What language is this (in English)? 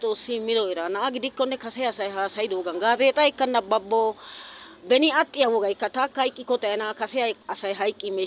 Wolaytta